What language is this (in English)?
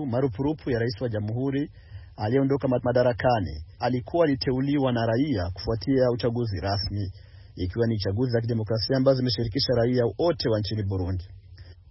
Swahili